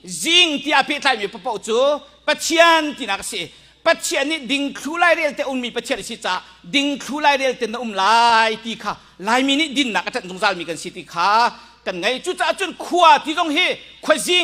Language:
Hakha Chin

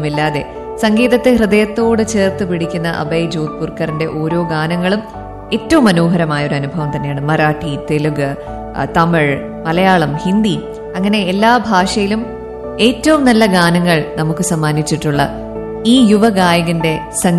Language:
Malayalam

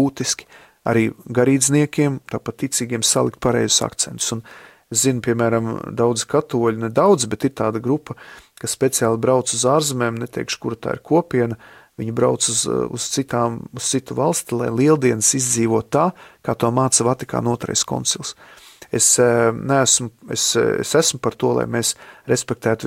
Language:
Latvian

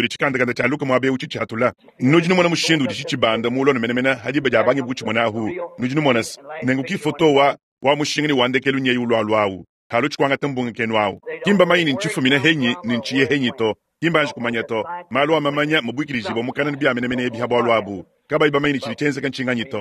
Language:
Luba-Lulua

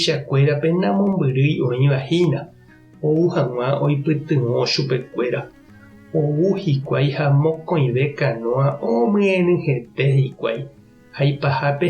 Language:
Guarani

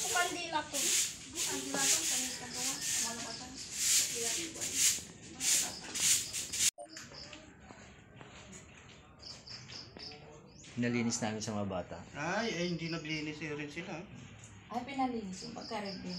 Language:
Filipino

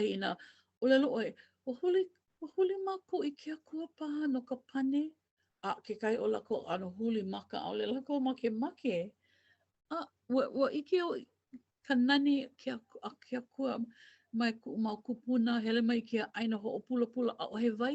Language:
Hawaiian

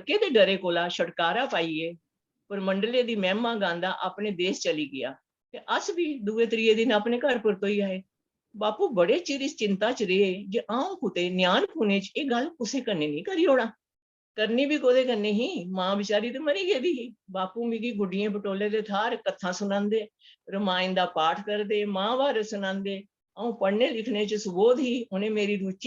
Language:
Dogri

